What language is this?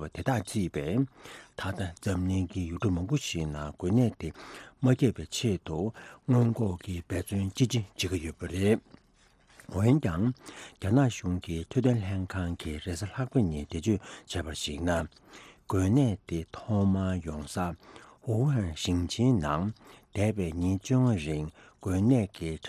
Tibetan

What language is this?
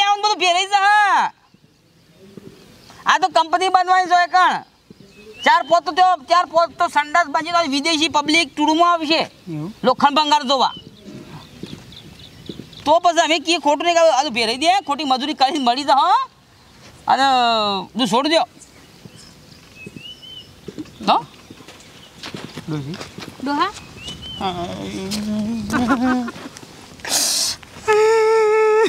Gujarati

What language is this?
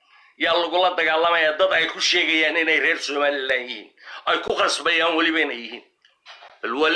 Somali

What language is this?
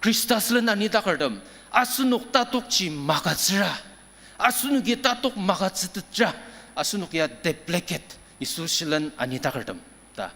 Ao Naga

